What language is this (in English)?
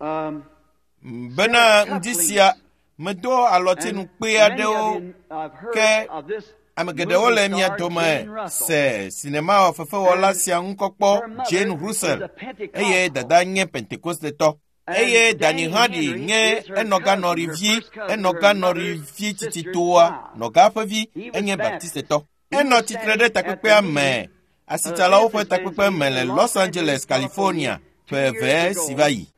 Ewe